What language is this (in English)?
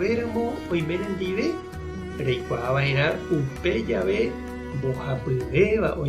Guarani